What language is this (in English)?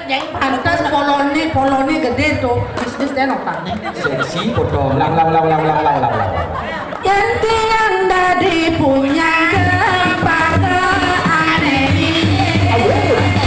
Balinese